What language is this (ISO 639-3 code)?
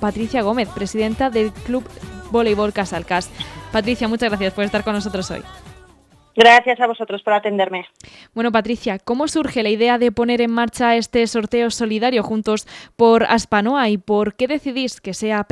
spa